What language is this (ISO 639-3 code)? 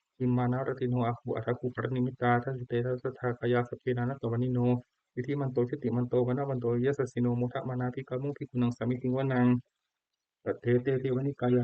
pli